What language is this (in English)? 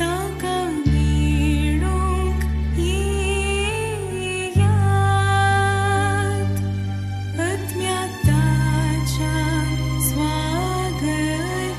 Konkani